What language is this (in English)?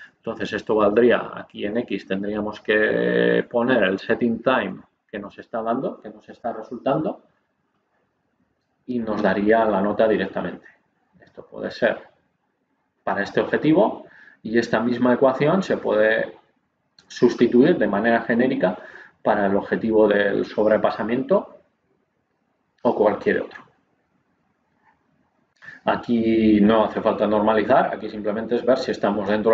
Spanish